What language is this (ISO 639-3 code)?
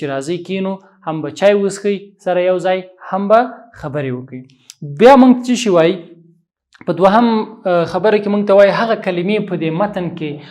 pus